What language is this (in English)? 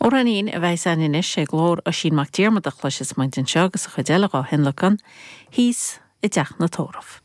Irish